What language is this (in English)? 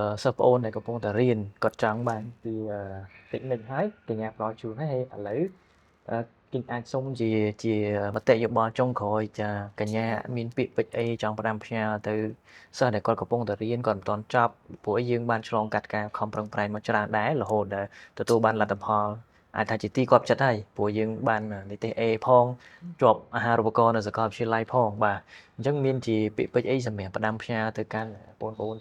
Khmer